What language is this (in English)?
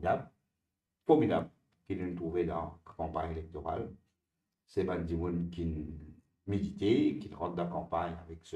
Morisyen